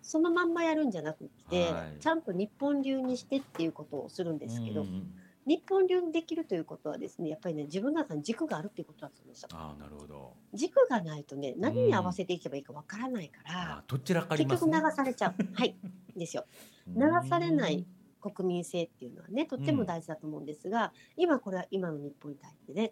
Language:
Japanese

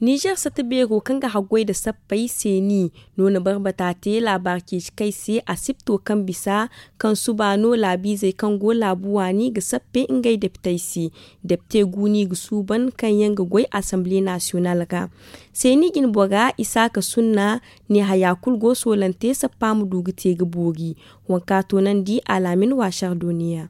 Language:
Zarma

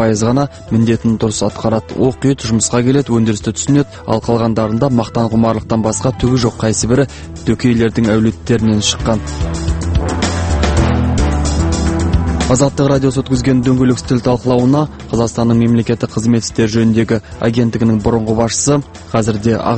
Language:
Kazakh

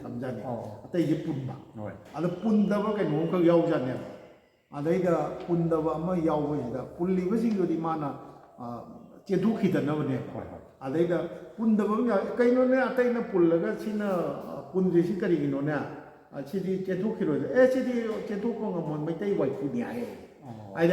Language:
Manipuri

